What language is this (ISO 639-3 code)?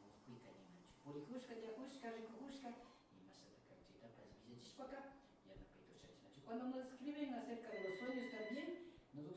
qvi